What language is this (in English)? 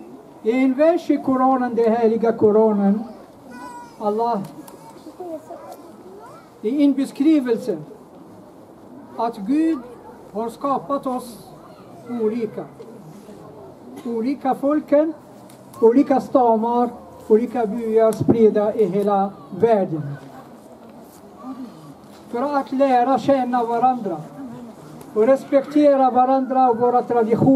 Swedish